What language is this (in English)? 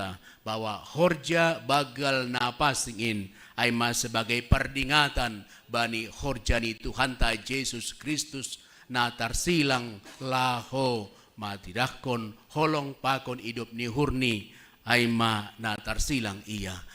Batak Simalungun